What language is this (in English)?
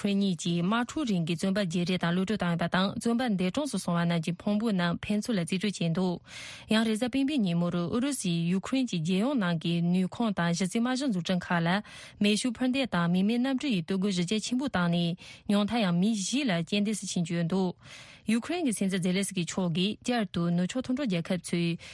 Tibetan